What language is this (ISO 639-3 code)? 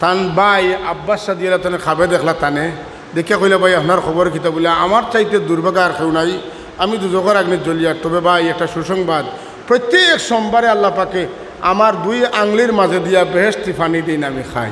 syl